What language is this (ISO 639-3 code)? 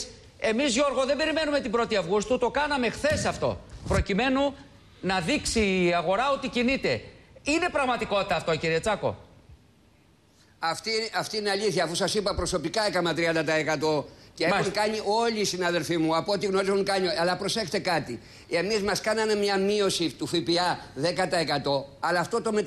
ell